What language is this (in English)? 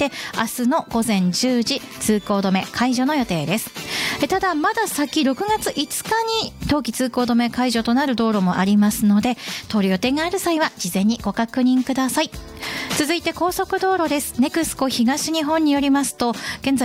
Japanese